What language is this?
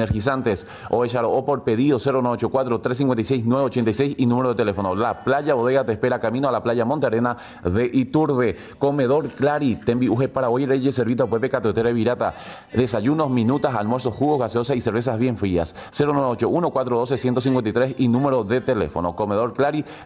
Guarani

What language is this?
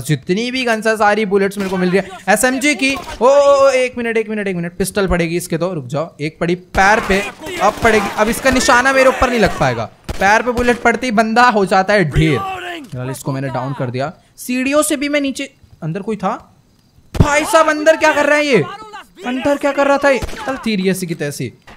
Hindi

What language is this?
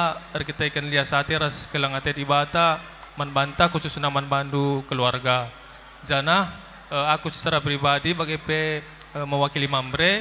Batak Karo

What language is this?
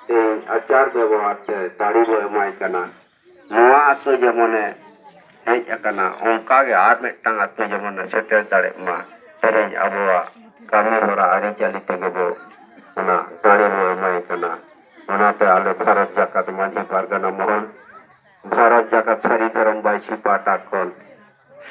Santali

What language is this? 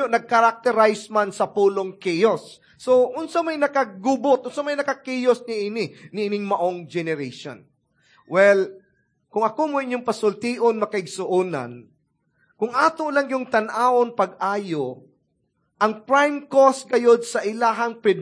Cebuano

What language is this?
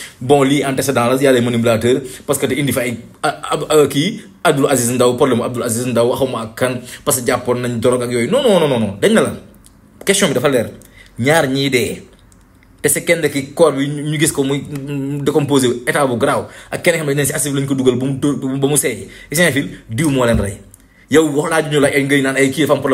Wolof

